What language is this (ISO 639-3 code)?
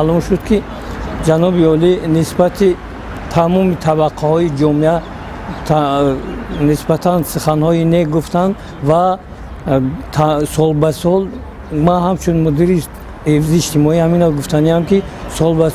tgk